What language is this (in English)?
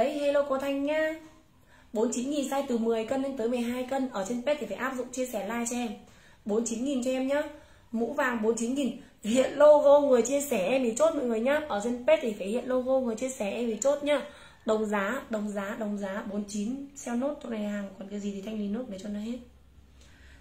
Vietnamese